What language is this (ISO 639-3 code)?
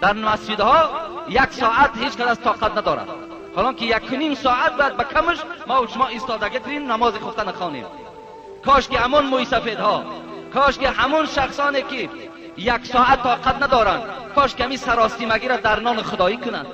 tgk